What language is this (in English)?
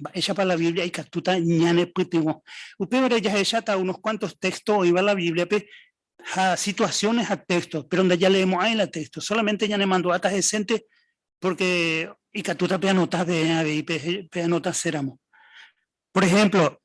Guarani